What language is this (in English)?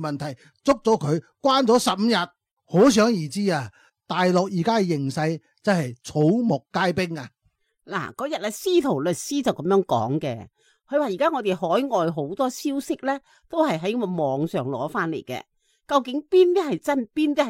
Cantonese